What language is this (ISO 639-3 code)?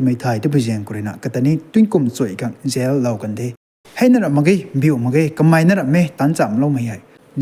nbu